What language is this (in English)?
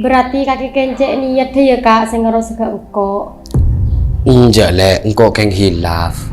Madurese